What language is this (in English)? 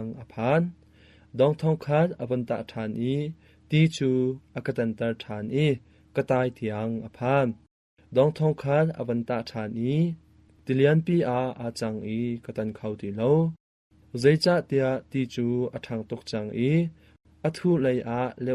Hakha Chin